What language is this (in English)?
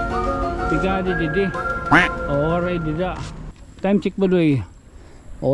Waray